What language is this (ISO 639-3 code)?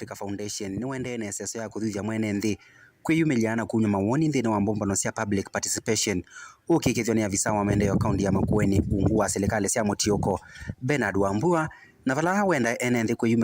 kam